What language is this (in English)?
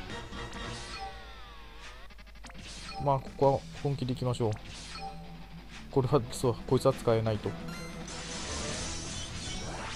Japanese